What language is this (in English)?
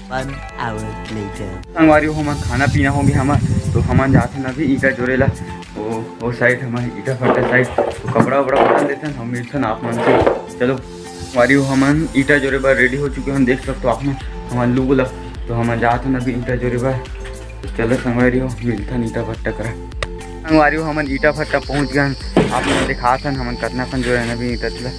Chhattisgarhi